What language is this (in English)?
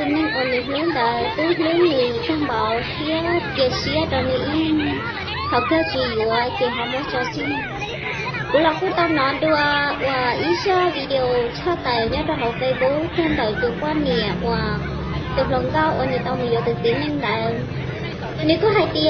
Hmong